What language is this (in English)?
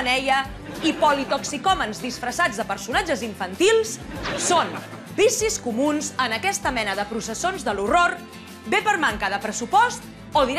Catalan